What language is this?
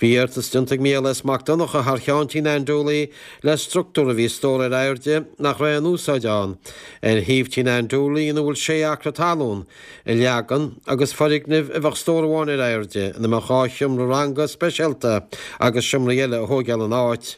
Irish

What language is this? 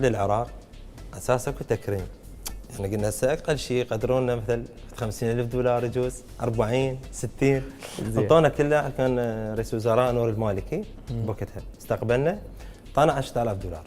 Mesopotamian Arabic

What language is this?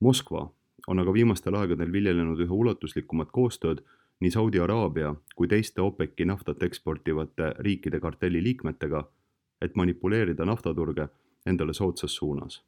Estonian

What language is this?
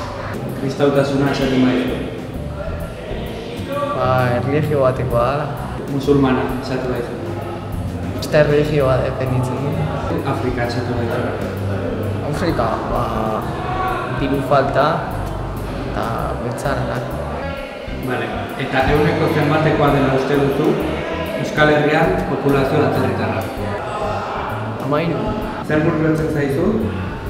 Basque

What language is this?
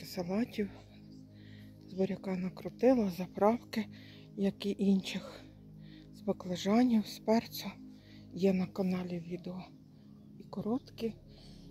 Ukrainian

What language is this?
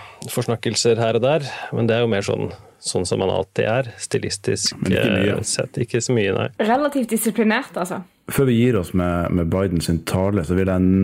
Norwegian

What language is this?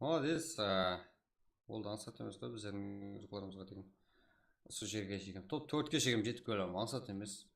Kara-Kalpak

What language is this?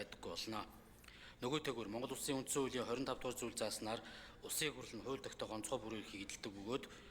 Mongolian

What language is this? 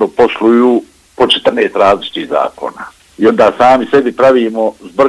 Bosnian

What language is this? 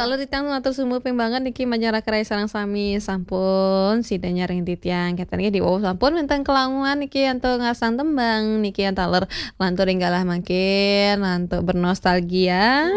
Balinese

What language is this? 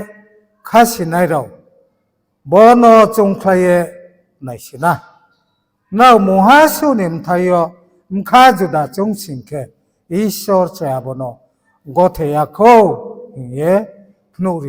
Riang (India)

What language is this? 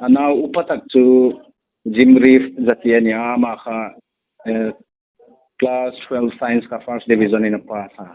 Hmar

